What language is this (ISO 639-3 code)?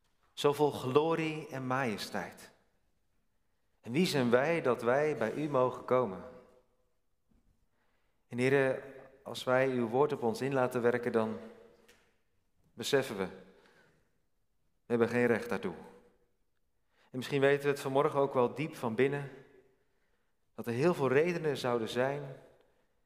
nld